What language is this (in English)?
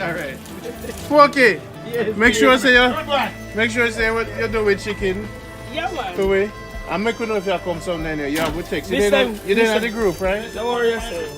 Jamaican Creole English